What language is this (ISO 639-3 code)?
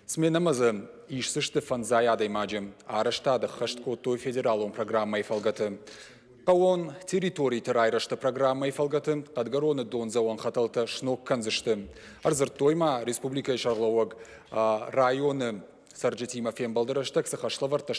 oss